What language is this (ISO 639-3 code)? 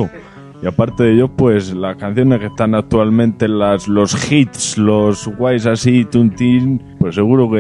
spa